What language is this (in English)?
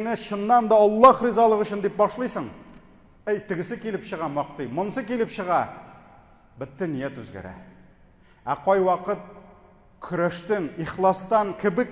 Tatar